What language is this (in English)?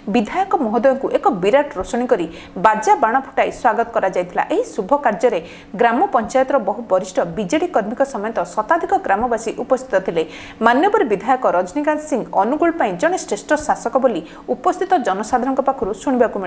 Odia